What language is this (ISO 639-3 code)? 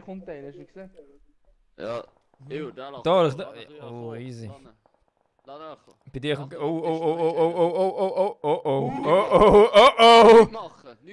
gsw